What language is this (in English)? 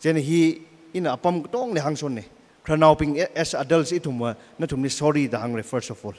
Tangkhul Naga (India)